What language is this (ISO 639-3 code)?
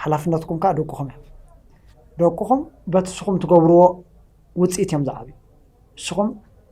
tir